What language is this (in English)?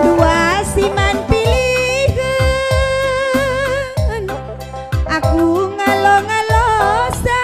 Batak Karo